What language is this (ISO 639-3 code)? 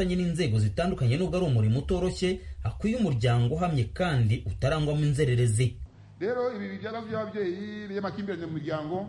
kin